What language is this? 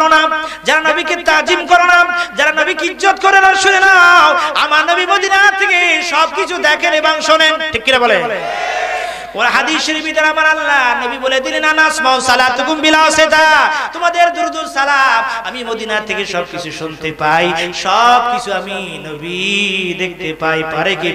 Bangla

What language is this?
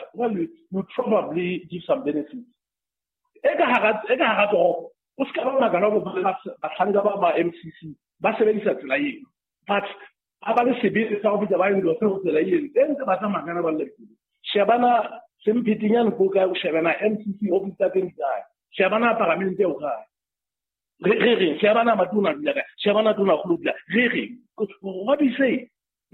Southern Sotho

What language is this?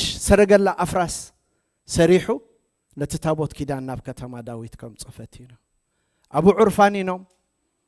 Tigrinya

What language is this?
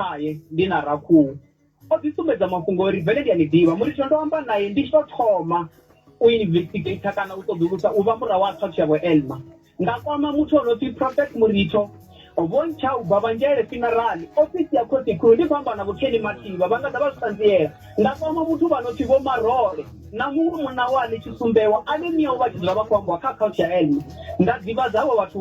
Venda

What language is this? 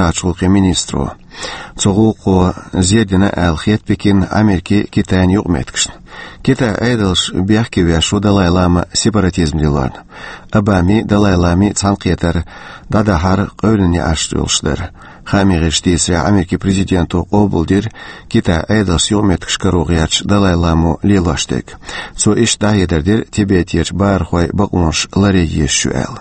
Chechen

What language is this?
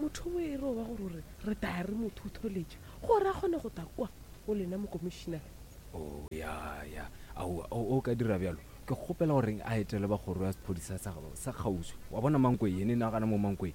Northern Sotho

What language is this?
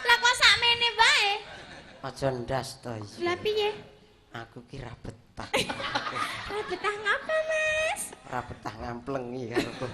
Javanese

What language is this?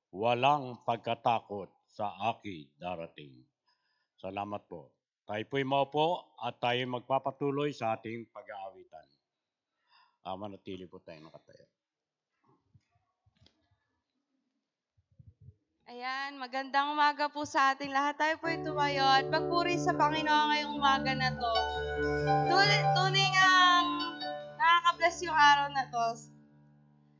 Filipino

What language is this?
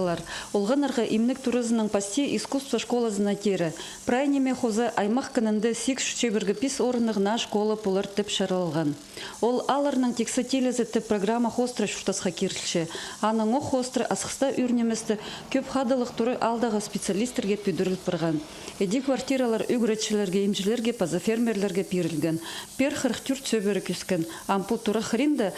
Khakas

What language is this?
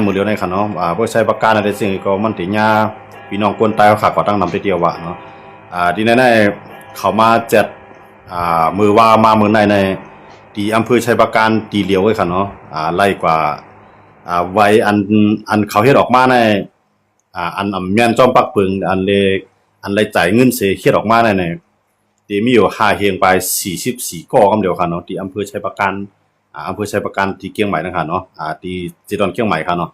Shan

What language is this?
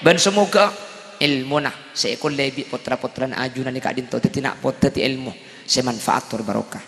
Madurese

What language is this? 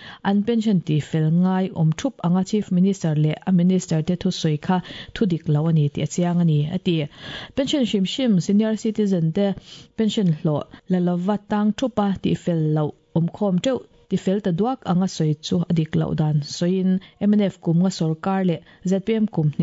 Mizo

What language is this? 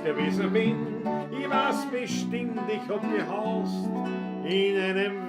Bavarian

